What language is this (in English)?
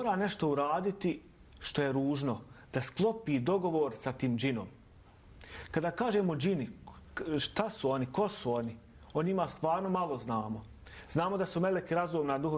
Bosnian